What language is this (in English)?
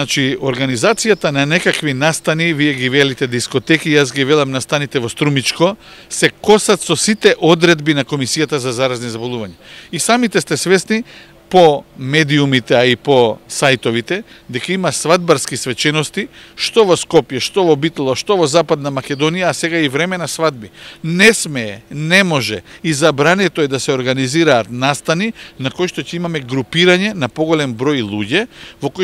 Macedonian